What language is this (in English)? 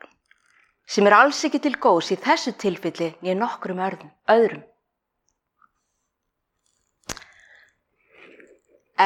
Icelandic